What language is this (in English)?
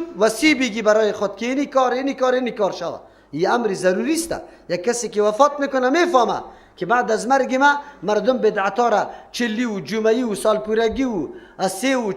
Persian